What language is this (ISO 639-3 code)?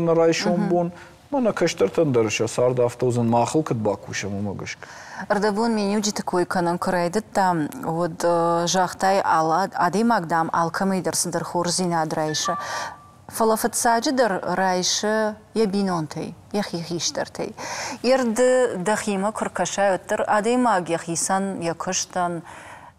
oss